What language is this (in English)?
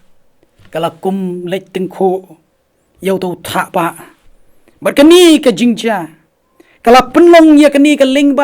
Khasi